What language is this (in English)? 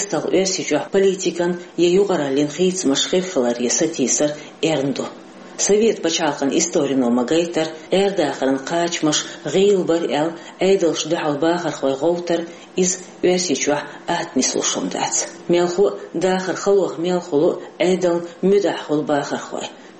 Chechen